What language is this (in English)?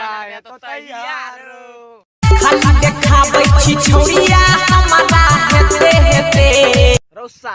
Maithili